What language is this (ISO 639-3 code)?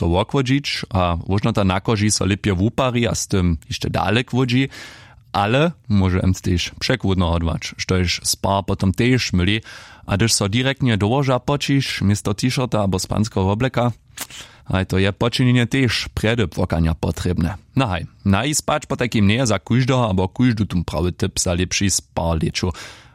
hsb